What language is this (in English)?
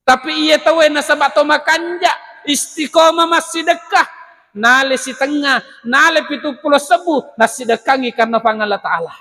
Buginese